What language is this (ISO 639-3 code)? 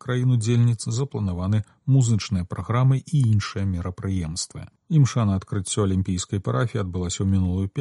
bel